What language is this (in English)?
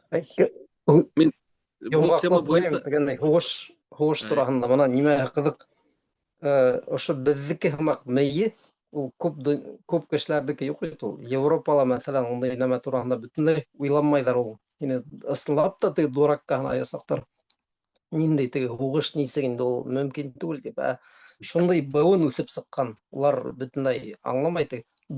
Bashkir